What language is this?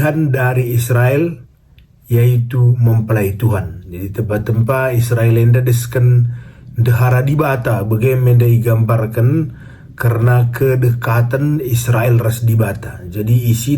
Batak Karo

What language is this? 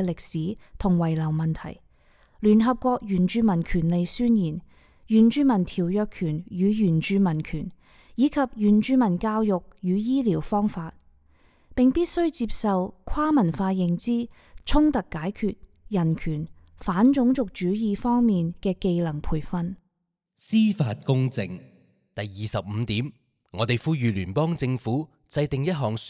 Cantonese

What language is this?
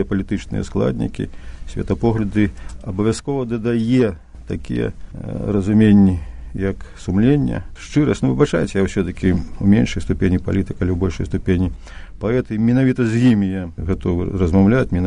Belarusian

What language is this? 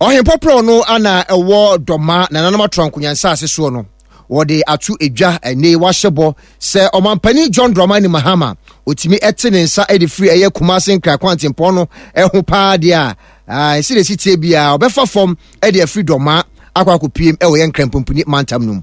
Akan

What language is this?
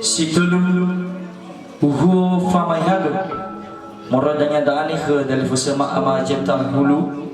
Nias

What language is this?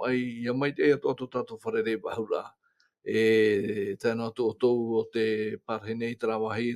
Tahitian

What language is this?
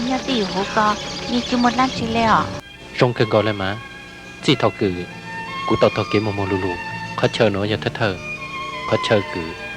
Hmong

